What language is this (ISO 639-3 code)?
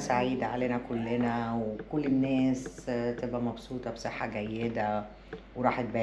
arz